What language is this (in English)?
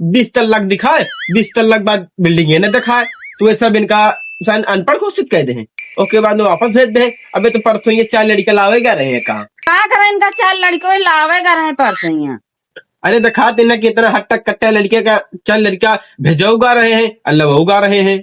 Awadhi